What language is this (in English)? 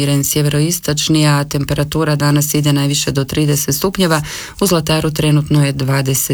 Croatian